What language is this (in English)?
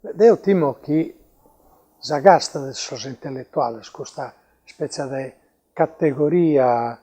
Sardinian